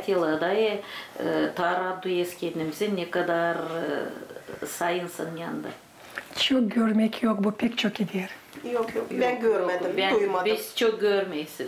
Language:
Gagauz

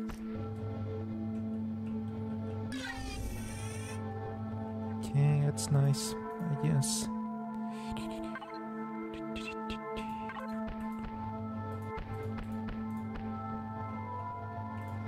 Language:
English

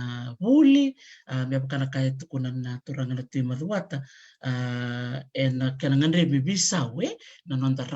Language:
Fijian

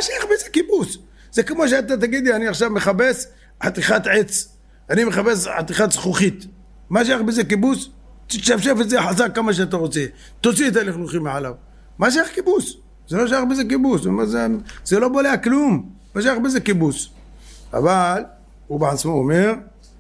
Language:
Hebrew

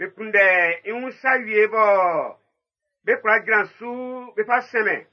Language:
Baoulé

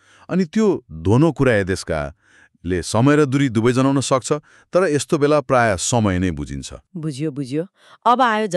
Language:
Nepali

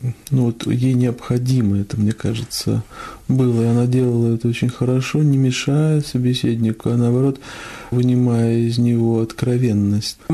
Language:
Russian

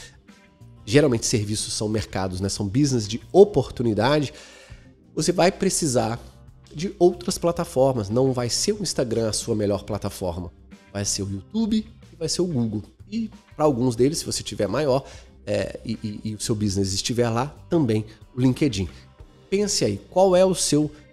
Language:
Portuguese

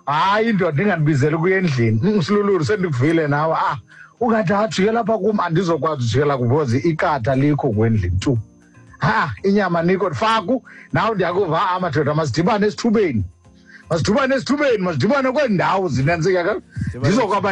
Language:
Xhosa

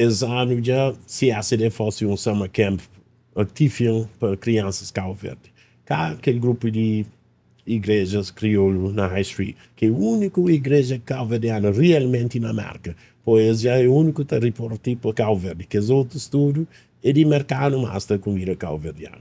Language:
Kabuverdianu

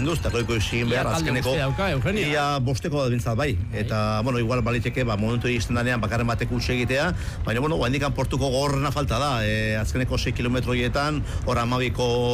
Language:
Basque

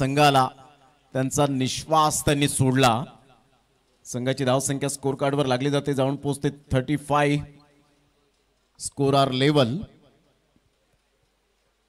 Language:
Marathi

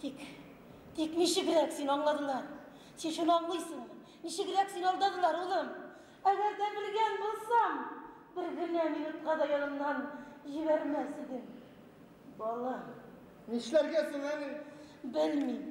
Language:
Bashkir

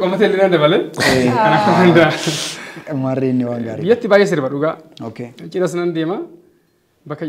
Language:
Oromo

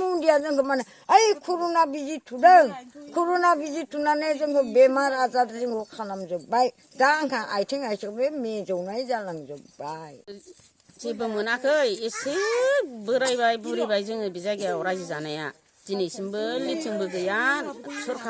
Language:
Bodo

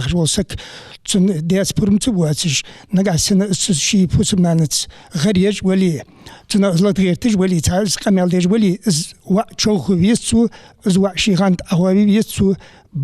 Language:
Ingush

